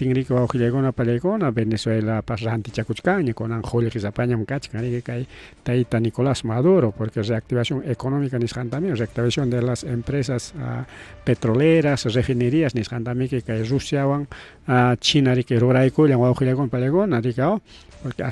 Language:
Ayacucho Quechua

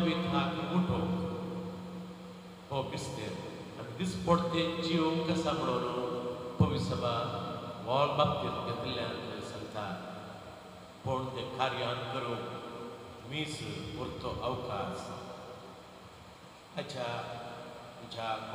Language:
Konkani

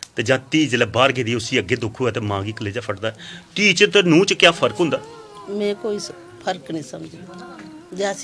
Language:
Dogri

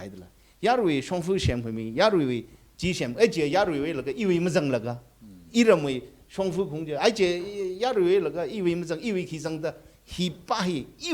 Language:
Tangkhul Naga (India)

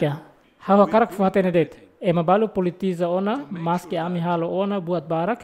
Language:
Tetum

